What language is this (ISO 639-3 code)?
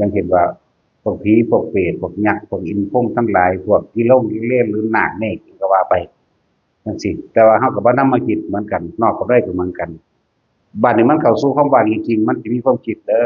tts